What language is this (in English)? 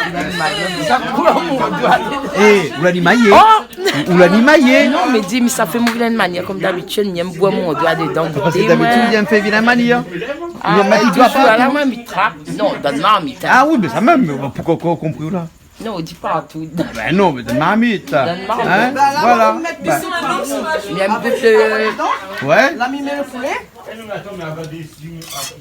Réunion Creole French